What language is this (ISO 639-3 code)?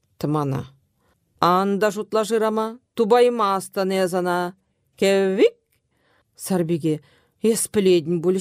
chv